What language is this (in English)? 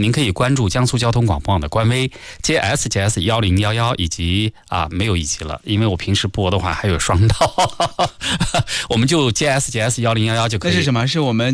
Chinese